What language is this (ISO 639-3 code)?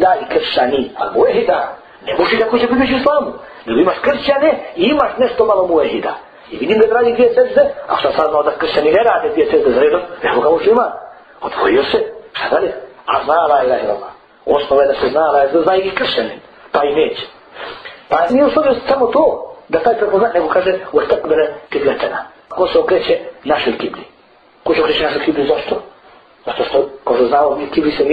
bos